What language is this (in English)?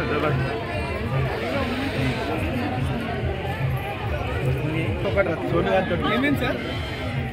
Telugu